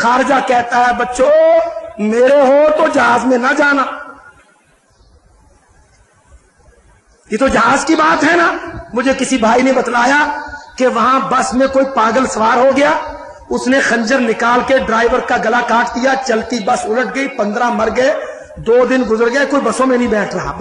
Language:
Urdu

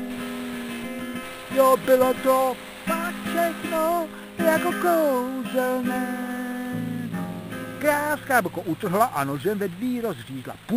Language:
Czech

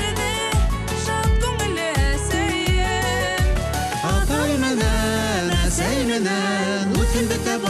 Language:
Bashkir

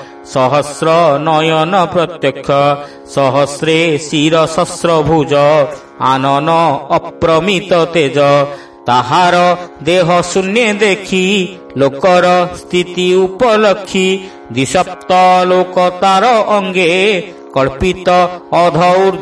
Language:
Odia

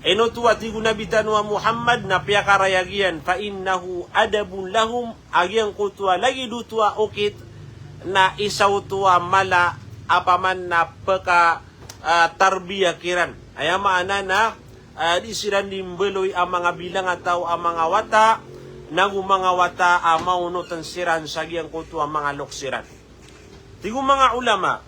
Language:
Maranao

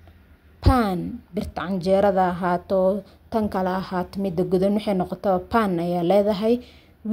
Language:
Somali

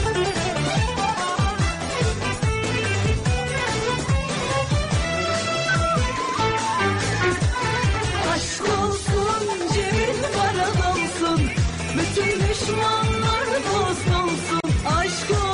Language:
Turkish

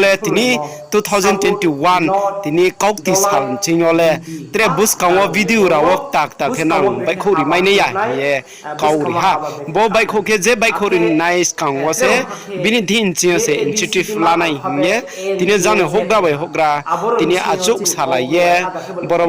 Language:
Riang (India)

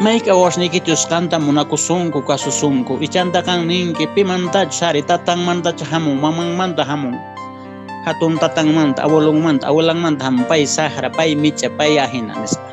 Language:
Quechua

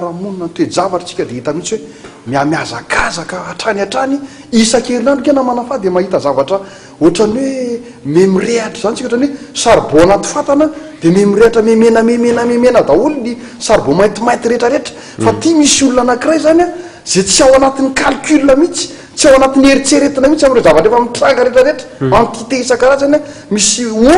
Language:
Malagasy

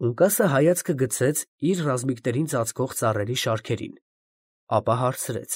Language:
Armenian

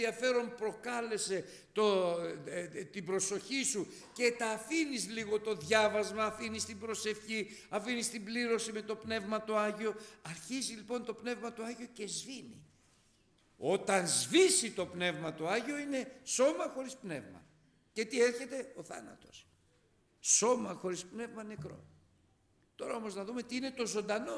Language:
Greek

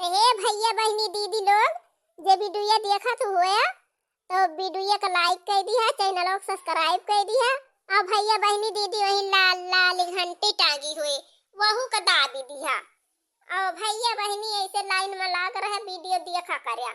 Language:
Awadhi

